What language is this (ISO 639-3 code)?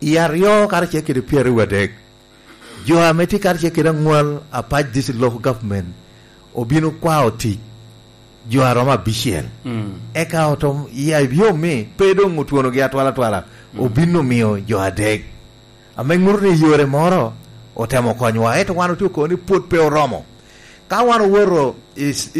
laj